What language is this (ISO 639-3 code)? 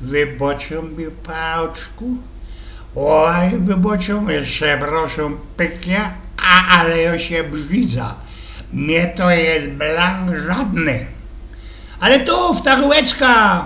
szl